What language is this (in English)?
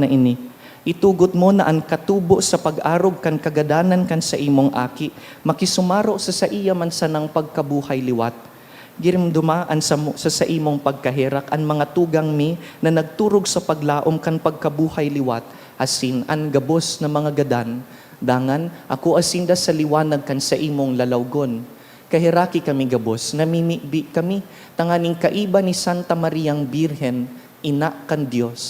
Bikol